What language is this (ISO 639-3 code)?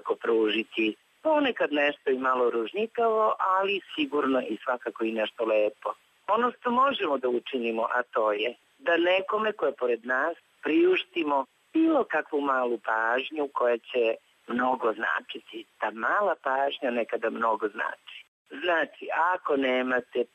srp